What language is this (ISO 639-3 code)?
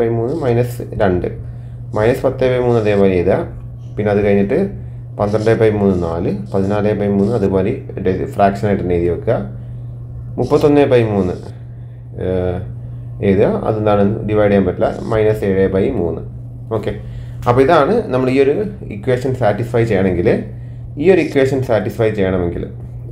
mal